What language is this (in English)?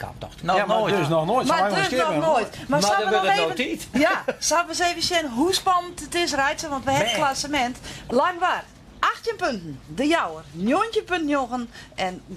Western Frisian